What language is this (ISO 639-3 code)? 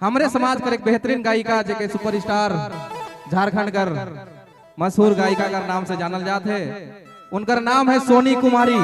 sck